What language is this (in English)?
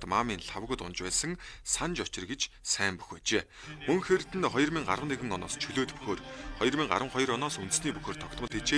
Mongolian